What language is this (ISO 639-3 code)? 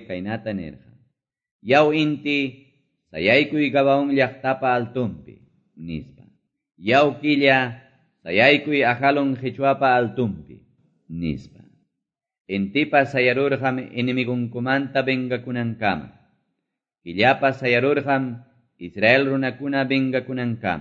que